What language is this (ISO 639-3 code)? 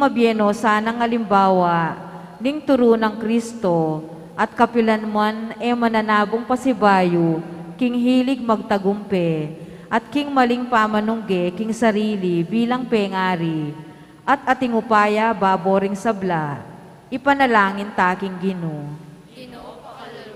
pam